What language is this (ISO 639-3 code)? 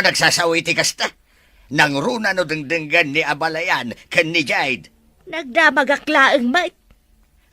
ilo